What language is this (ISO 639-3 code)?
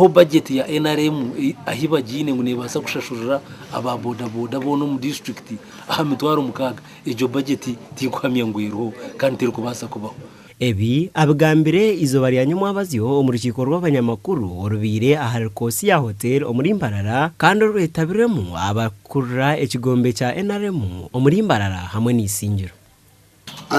nyn